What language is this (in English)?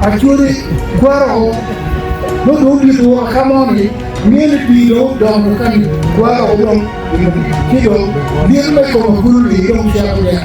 Acoli